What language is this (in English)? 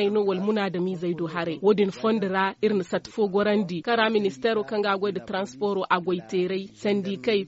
Zarma